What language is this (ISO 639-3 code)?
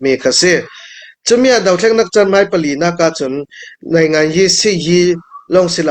cnh